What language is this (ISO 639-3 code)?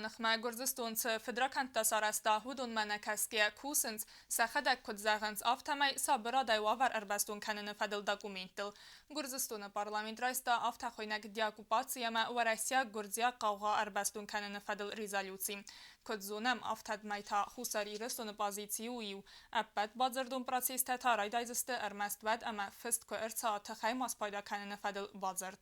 oss